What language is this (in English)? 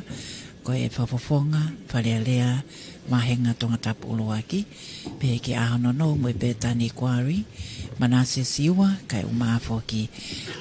Tongan